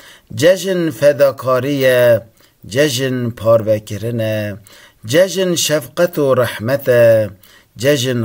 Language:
Kurdish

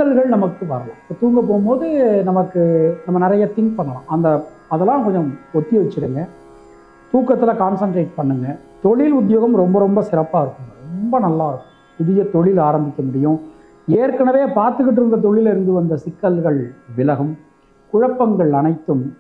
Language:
Tamil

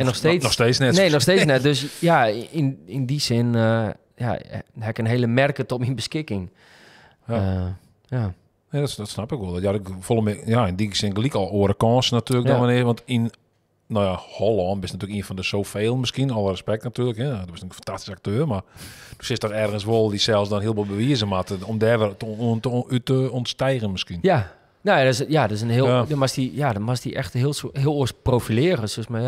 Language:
Western Frisian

